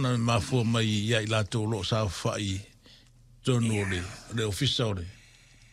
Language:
Samoan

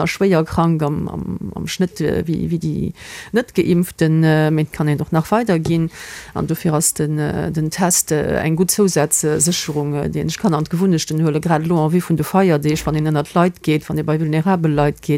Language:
Luxembourgish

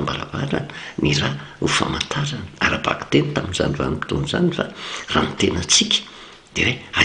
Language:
Malagasy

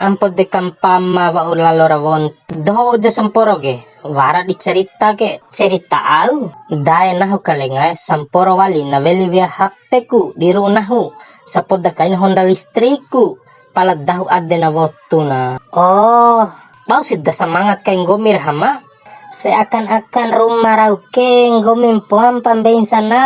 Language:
Bima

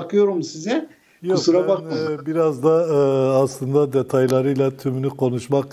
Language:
Turkish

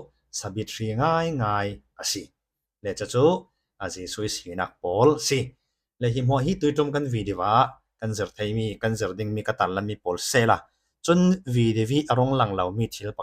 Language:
Falam Chin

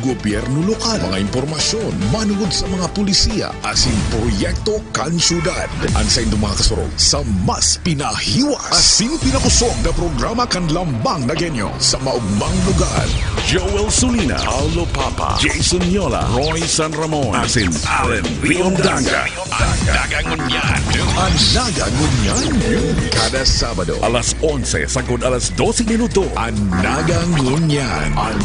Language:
Bikol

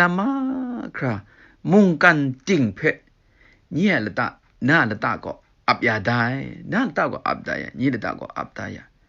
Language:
Kachin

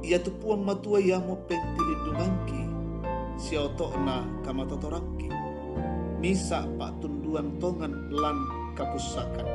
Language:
Toraja-Sa'dan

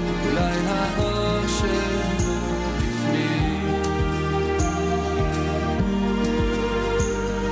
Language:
Hebrew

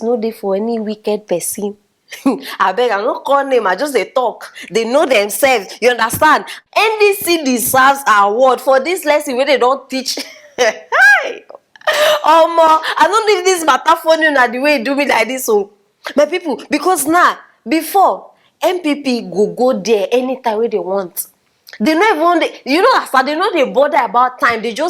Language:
Nigerian Pidgin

